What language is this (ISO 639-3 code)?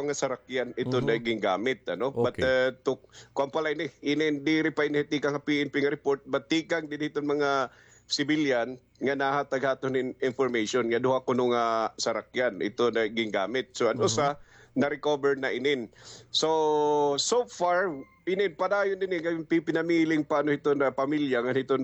war